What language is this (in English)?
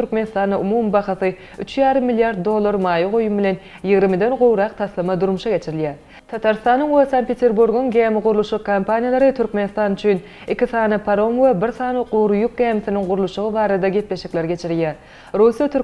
Turkmen